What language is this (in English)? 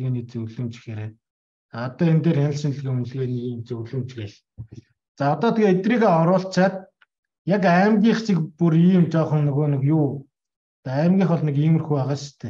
Mongolian